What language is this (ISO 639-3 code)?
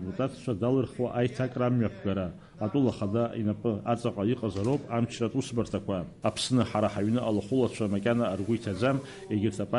abk